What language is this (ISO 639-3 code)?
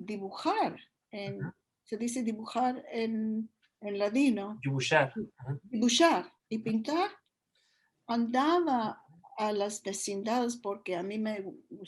lad